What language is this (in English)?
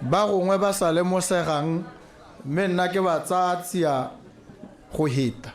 Tswana